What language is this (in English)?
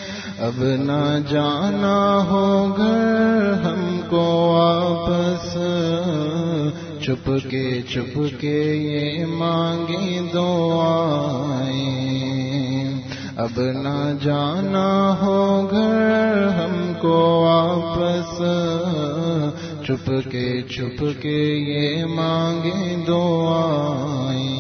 Urdu